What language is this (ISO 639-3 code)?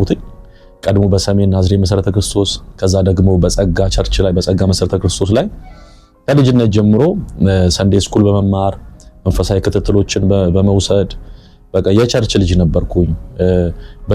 amh